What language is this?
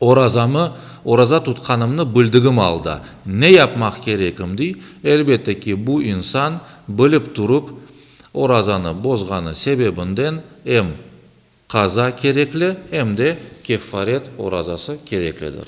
Crimean Tatar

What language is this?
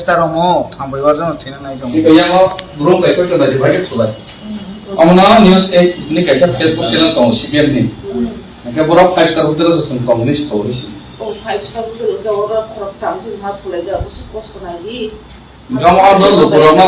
Kok Borok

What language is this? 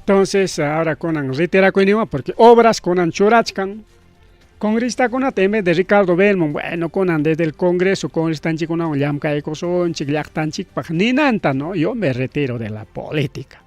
Ayacucho Quechua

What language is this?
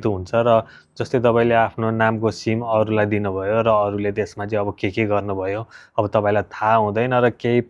Nepali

